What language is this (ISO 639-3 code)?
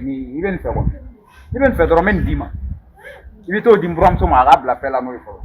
bam